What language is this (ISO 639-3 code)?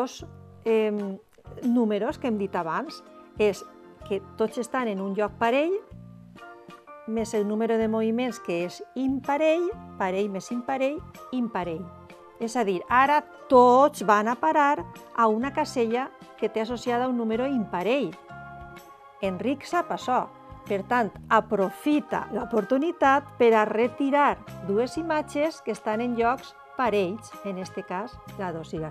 cat